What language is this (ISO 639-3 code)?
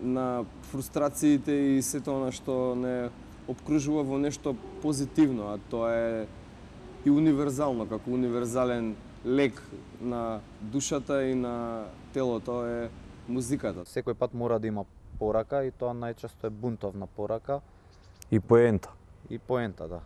mkd